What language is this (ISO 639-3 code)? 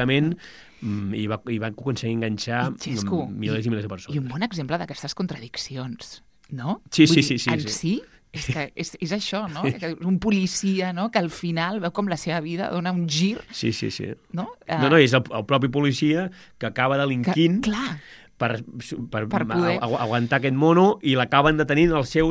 cat